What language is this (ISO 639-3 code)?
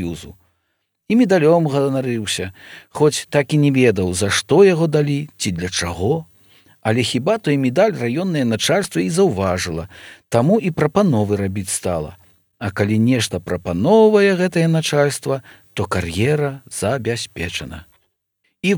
bel